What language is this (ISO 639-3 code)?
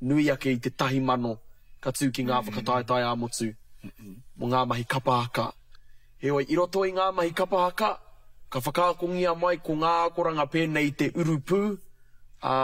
mri